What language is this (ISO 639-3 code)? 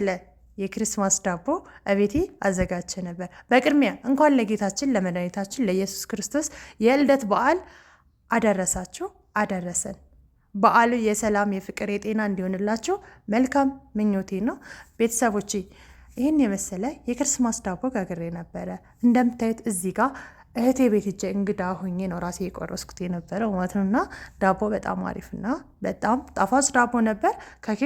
amh